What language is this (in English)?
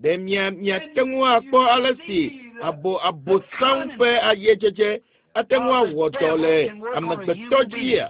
Ewe